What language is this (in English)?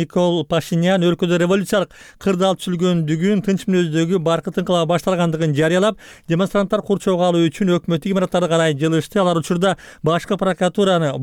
Kyrgyz